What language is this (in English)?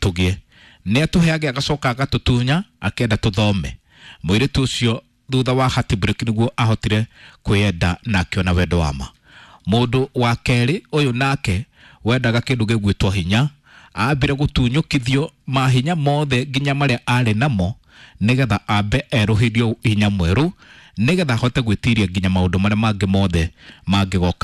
Kikuyu